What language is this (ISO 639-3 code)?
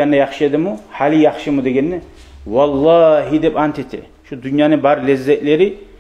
kum